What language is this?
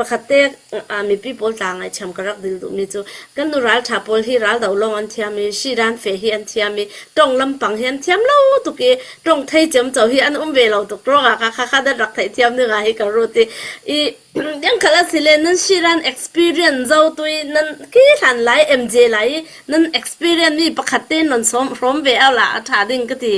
Falam Chin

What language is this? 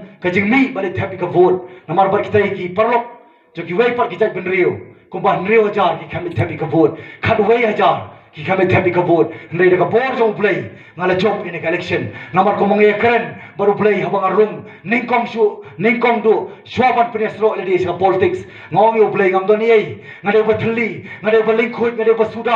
Khasi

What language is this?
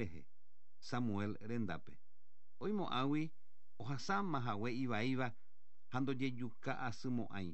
Guarani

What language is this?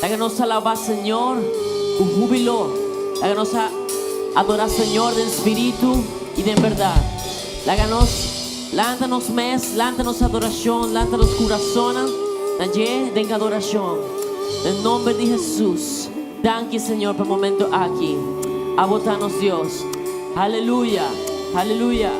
Papiamento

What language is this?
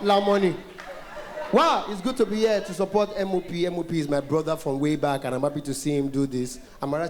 Nigerian Pidgin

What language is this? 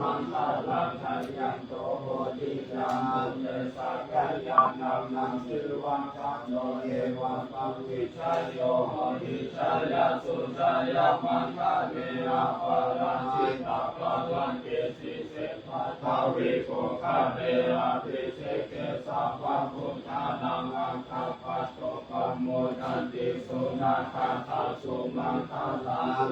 Pali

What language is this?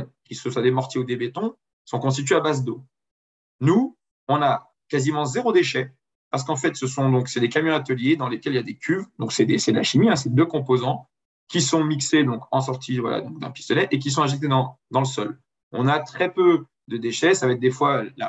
French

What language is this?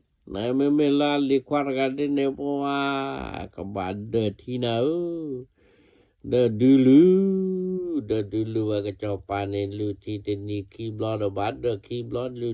S'gaw Karen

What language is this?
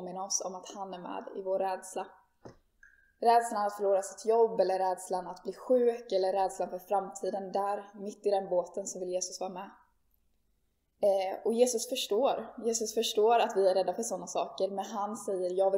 Swedish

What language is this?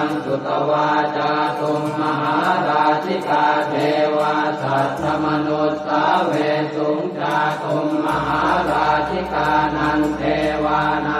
Pali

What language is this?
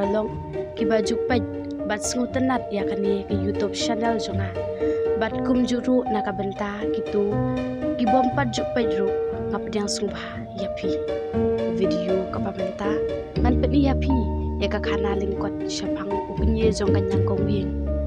Khasi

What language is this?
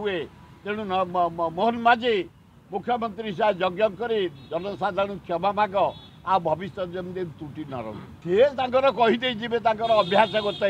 Odia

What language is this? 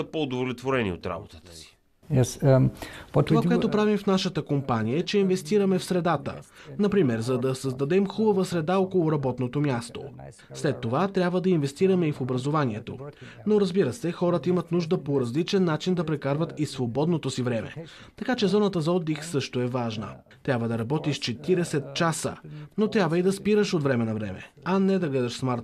Bulgarian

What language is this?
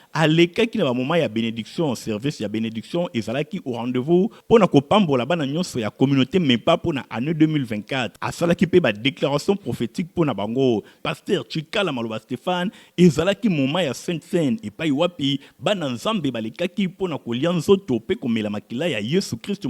Lingala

